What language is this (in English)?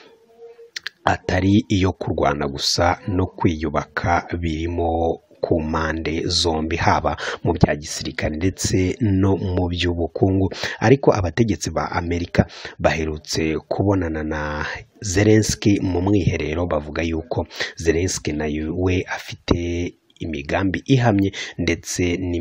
Kinyarwanda